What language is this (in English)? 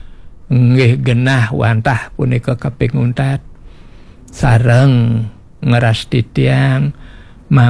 Balinese